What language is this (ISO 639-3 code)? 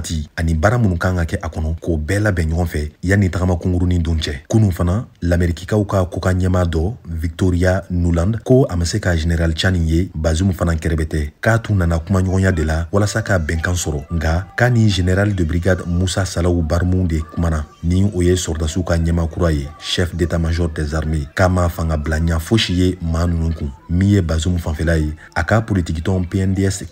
bam